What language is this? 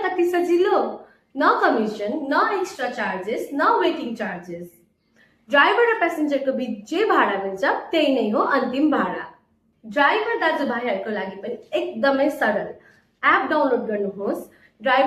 Nepali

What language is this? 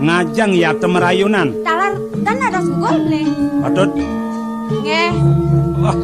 Balinese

